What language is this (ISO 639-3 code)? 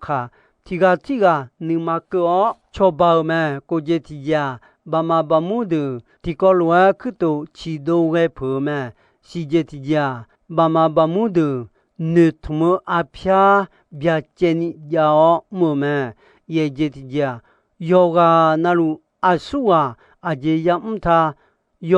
ahk